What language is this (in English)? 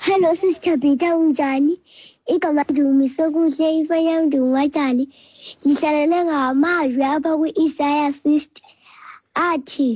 Xhosa